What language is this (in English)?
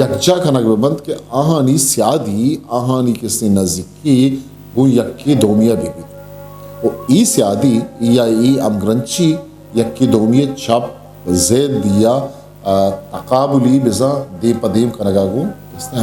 Eastern Balochi